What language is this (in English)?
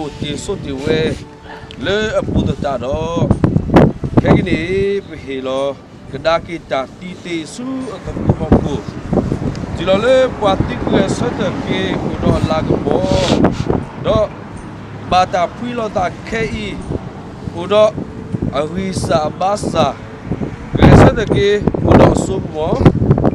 S'gaw Karen